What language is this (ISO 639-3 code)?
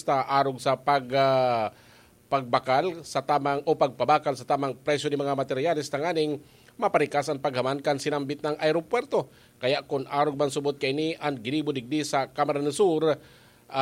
bik